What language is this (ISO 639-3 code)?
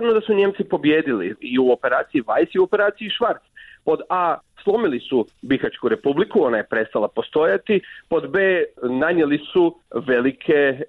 hrv